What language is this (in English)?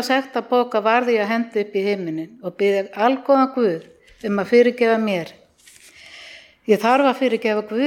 Icelandic